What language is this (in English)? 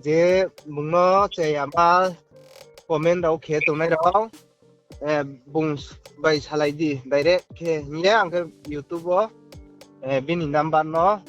Riang (India)